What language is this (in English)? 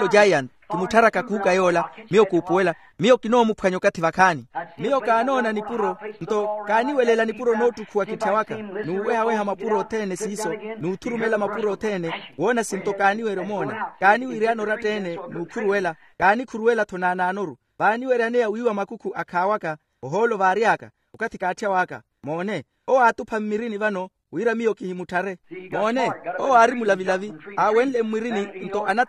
Makhuwa